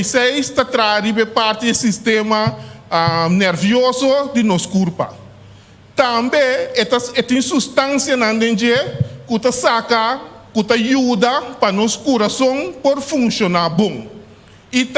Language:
Papiamento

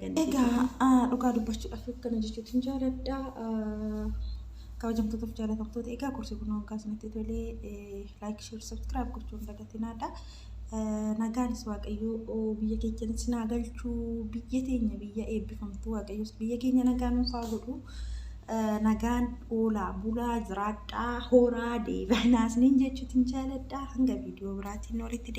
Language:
Oromo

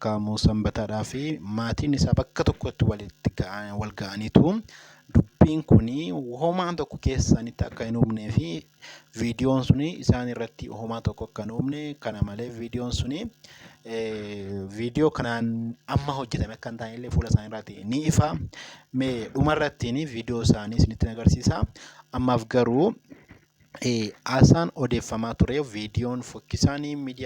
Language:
Oromo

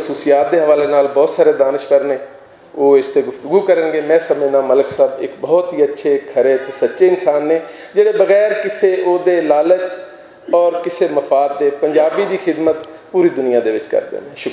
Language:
Western Panjabi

